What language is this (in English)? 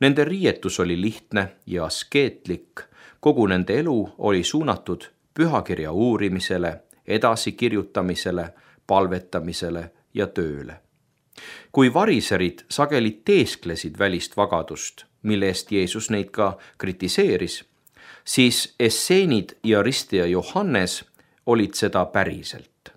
Estonian